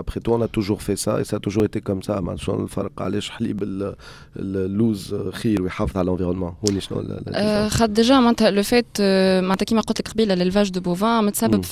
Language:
Tunisian Arabic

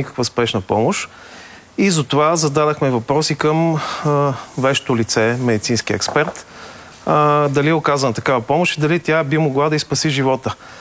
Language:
Bulgarian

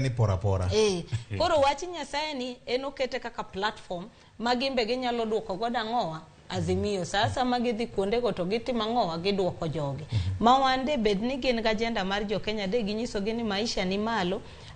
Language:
Luo (Kenya and Tanzania)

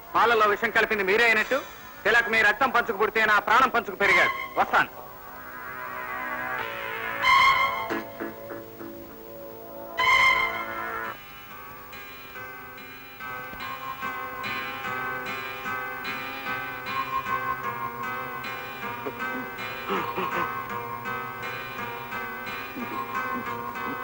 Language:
Telugu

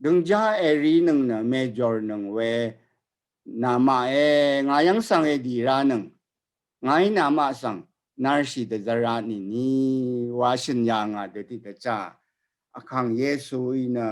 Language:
Rawang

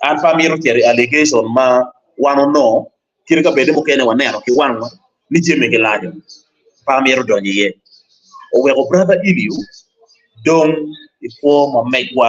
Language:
Acoli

